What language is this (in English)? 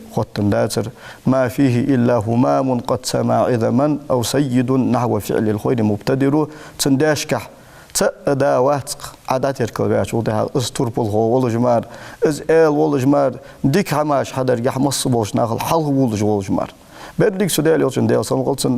Ingush